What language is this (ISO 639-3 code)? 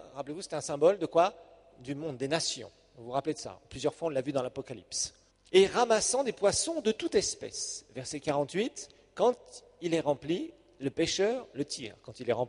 fra